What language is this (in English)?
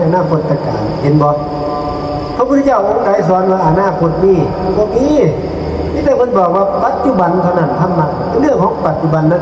Northeastern Thai